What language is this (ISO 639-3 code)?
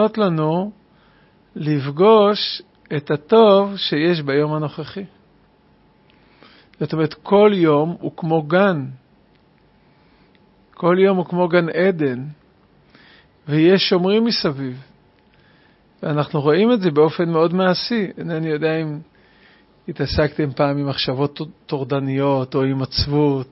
heb